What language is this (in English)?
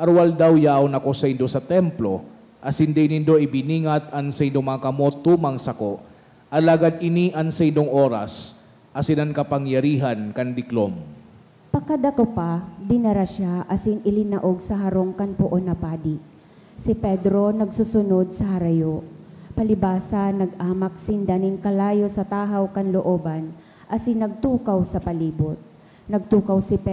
Bikol